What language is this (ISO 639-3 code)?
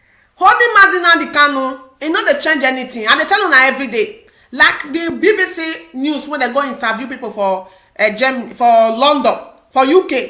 pcm